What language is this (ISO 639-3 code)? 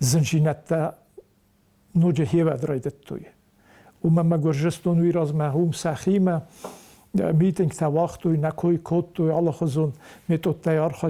oss